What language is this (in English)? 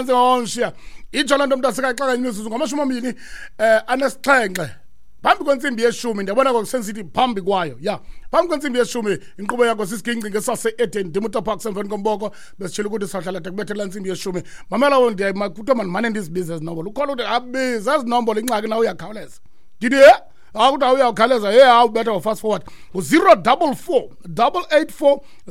Xhosa